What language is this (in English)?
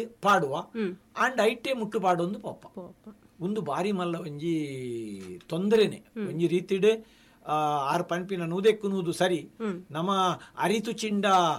Tulu